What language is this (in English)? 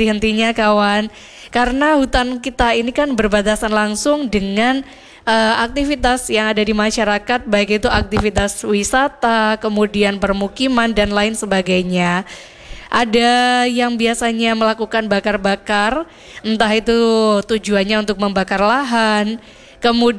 Indonesian